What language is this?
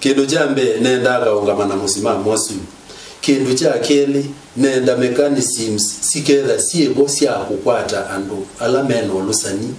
Kamba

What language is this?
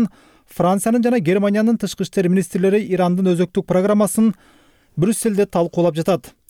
Kyrgyz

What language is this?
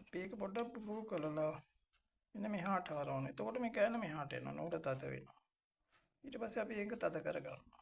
Sinhala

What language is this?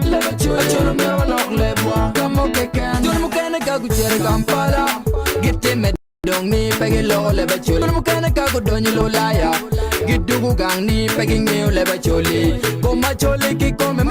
Acoli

